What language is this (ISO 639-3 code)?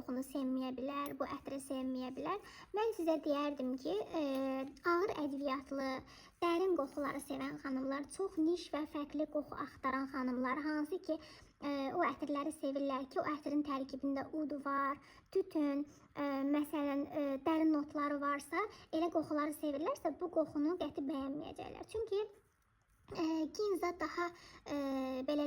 aze